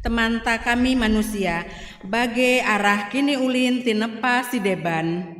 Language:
Batak Karo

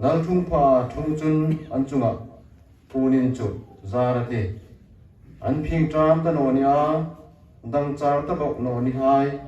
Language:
Hmar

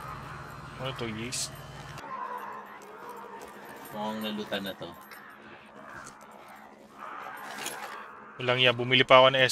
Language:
Filipino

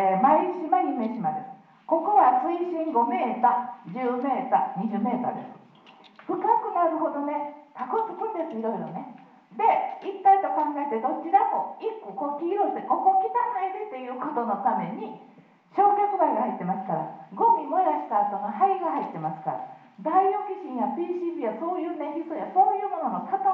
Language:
Japanese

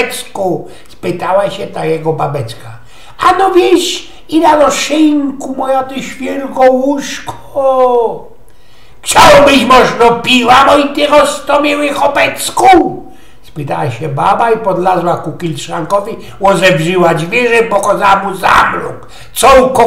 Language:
Silesian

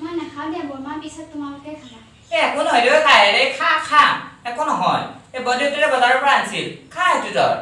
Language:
Assamese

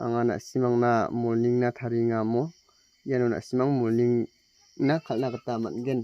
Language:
Garo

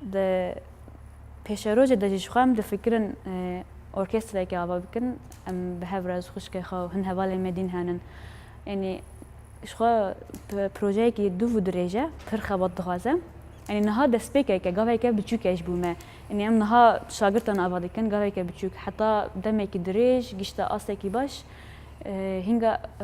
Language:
Kurdish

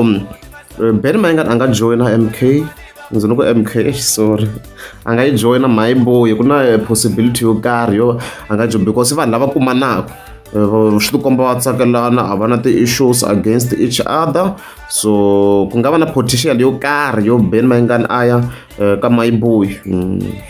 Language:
Tsonga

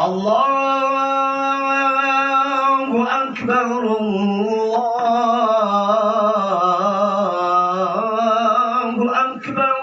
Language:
Maranao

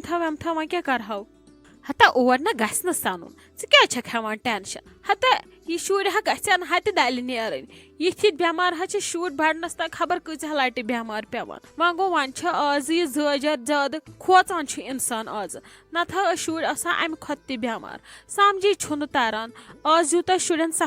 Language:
Kashmiri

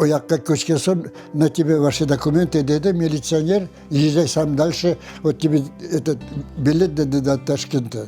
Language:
Crimean Tatar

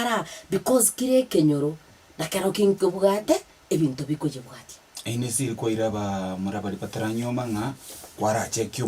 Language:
Gusii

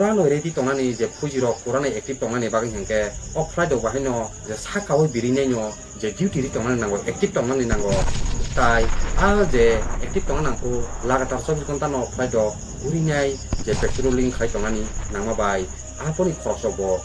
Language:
Kok Borok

